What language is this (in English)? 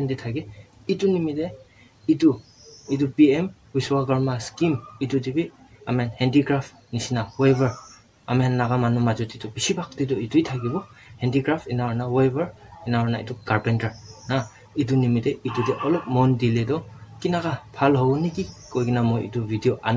Naga Pidgin